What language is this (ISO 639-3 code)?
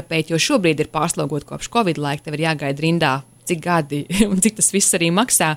lav